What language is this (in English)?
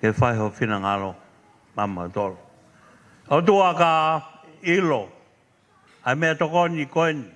Tongan